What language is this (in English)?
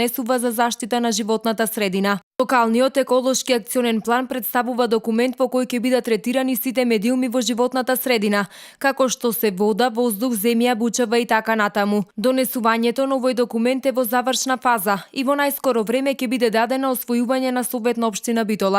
Macedonian